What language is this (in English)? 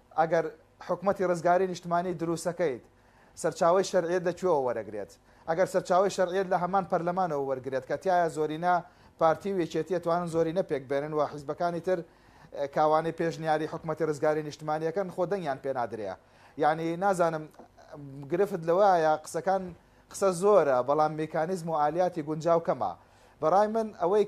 Central Kurdish